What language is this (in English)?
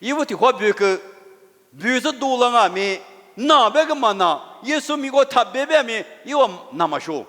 Lisu